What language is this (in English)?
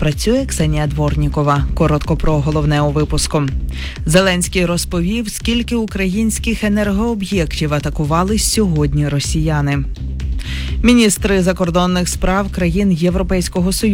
Ukrainian